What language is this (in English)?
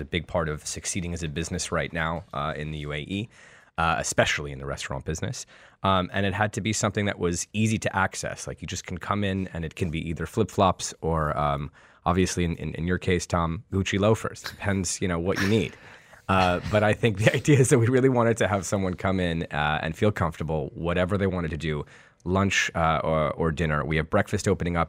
English